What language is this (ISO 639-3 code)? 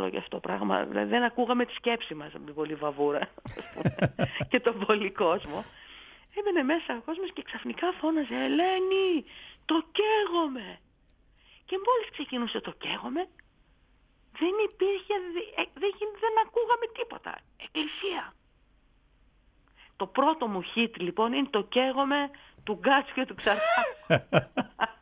ell